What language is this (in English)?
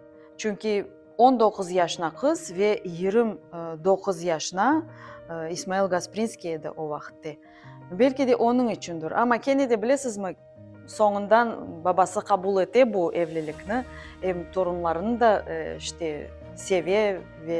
Crimean Tatar